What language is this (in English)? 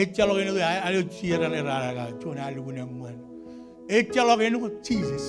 Marshallese